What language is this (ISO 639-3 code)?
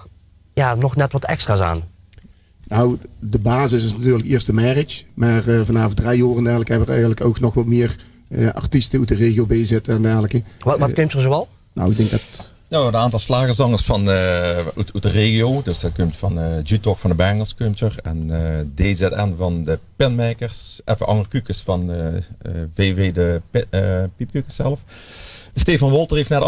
lim